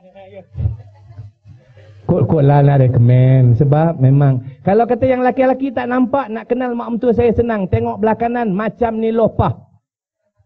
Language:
Malay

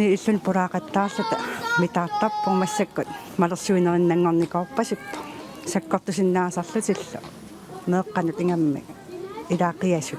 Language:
Kalaallisut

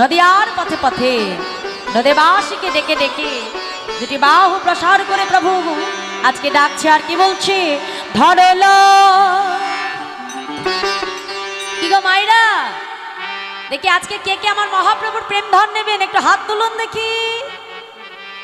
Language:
Bangla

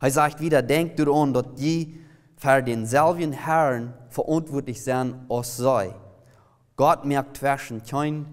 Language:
Plautdietsch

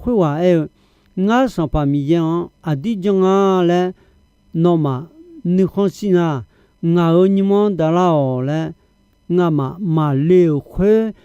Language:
Akha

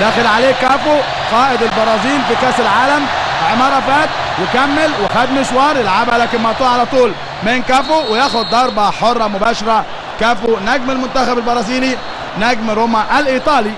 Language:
Egyptian Arabic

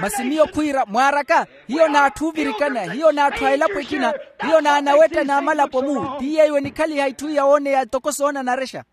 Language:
Makhuwa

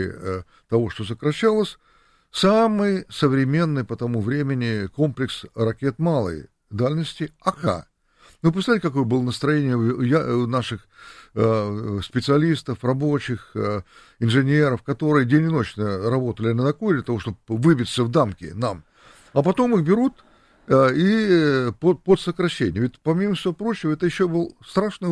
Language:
Russian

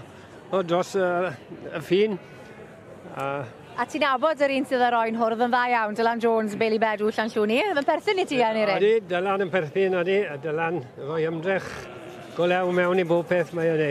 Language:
Welsh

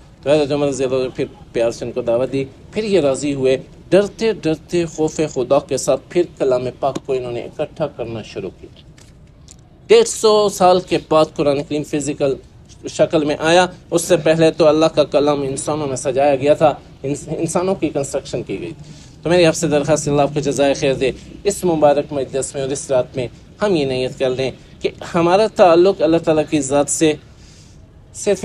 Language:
Urdu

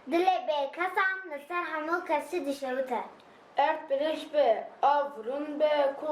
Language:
Kurdish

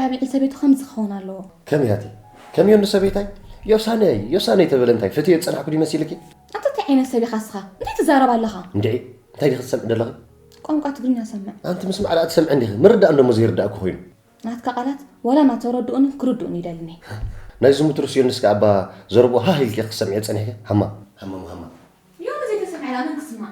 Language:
Tigrinya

